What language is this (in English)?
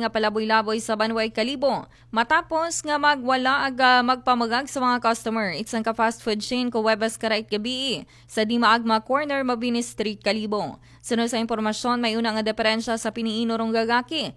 Aklanon